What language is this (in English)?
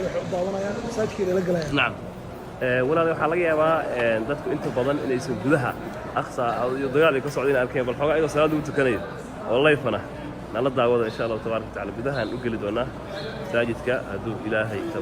Somali